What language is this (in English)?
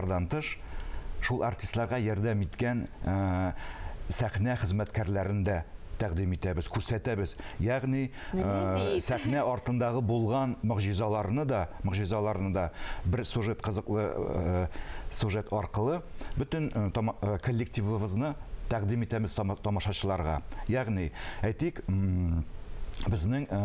Tatar